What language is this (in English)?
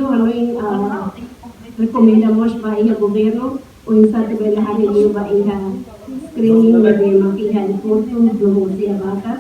Tetum